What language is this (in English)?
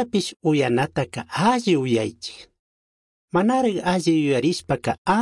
Chimborazo Highland Quichua